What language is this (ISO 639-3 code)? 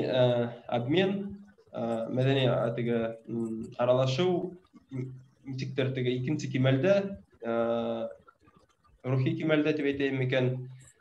bak